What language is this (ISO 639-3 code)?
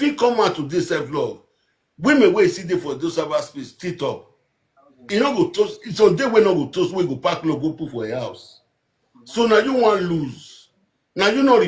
pcm